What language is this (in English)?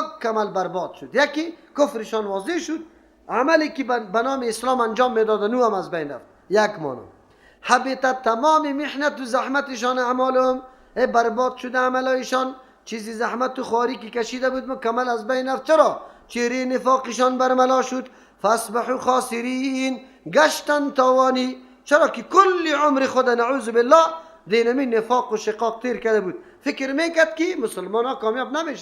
Persian